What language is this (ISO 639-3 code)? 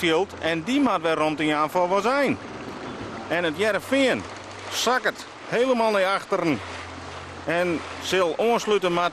fry